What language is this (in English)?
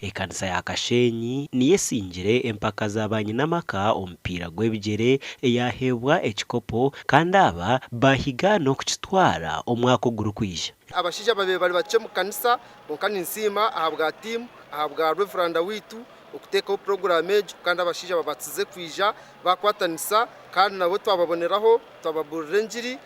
Nyankole